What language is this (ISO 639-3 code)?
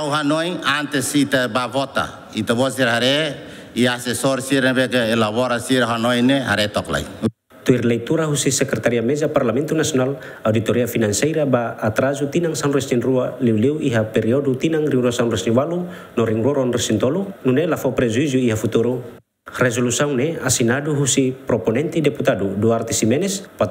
tet